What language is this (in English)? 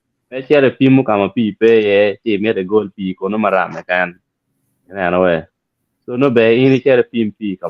Acoli